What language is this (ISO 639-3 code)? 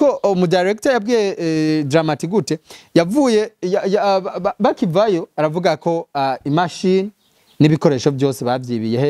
run